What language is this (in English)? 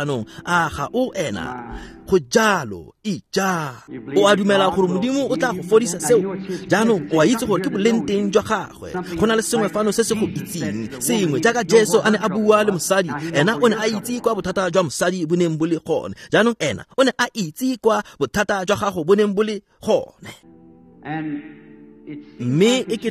Tswana